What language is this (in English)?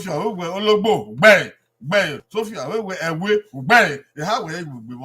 Bini